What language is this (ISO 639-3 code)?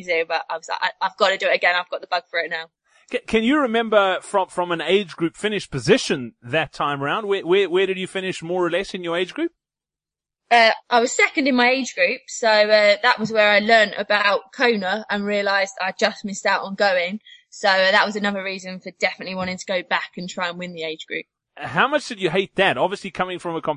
eng